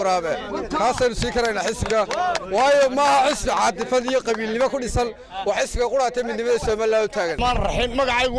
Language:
Somali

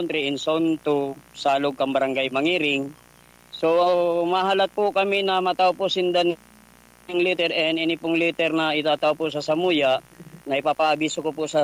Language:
Bikol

